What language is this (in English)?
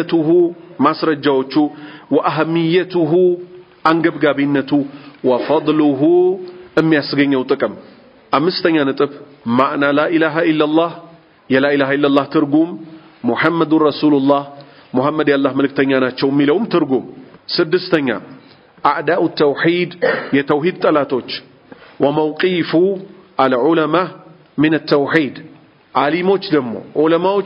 Amharic